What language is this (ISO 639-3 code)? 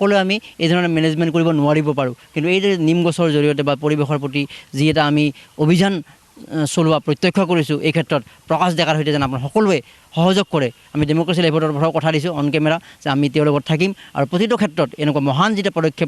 asm